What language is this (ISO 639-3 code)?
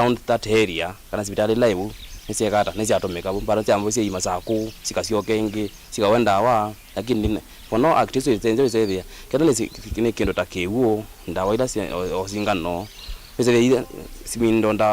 kam